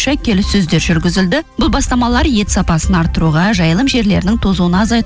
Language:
Kazakh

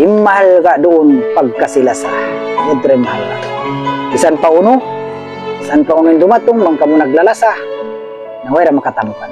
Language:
Tausug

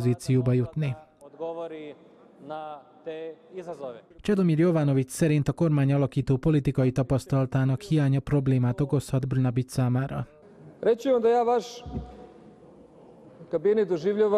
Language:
Hungarian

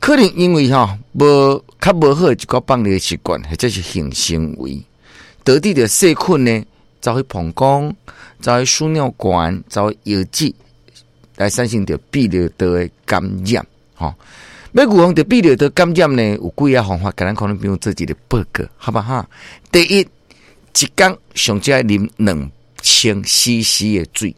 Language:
Min Nan Chinese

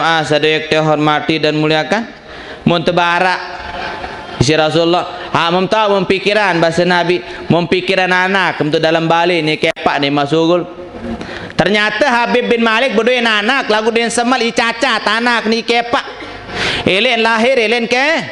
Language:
Sasak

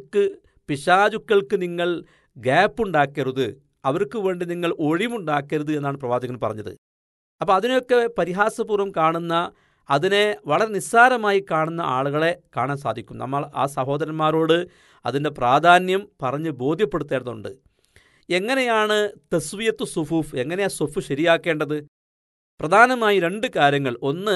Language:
Malayalam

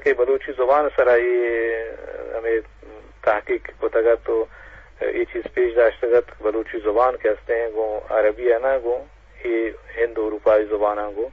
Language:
Eastern Balochi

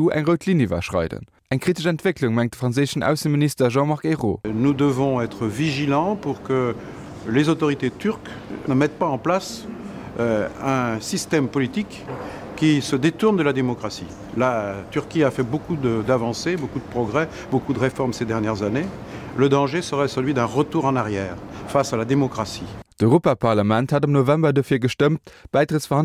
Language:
Luxembourgish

